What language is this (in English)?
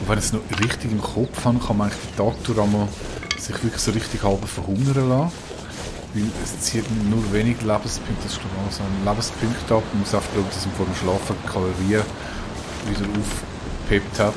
Swiss German